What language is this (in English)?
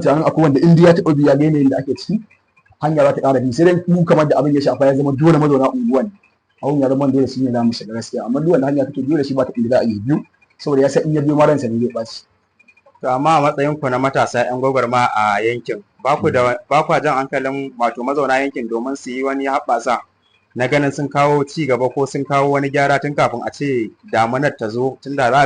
Hausa